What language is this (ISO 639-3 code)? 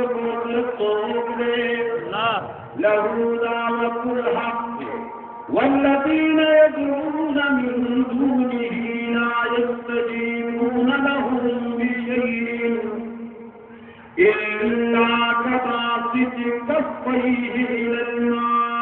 urd